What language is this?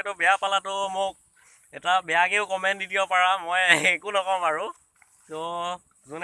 Assamese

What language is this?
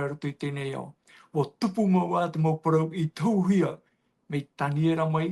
Tahitian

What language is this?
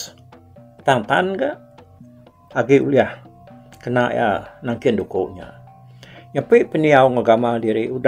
Iban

